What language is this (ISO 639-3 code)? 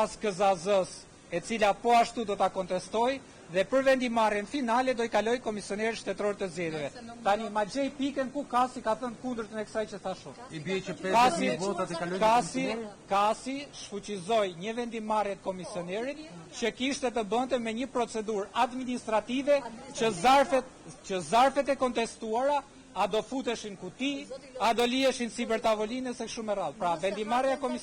sqi